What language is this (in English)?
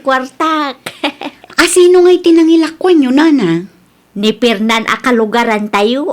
Iloko